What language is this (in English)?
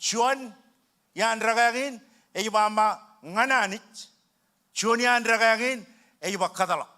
Marshallese